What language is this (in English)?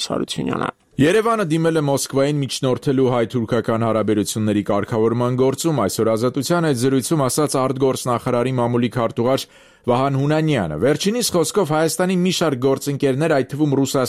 Armenian